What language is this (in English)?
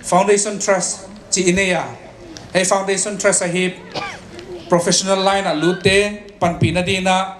Paite Chin